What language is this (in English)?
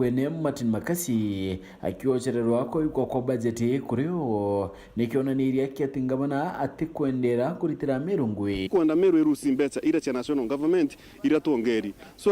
Meru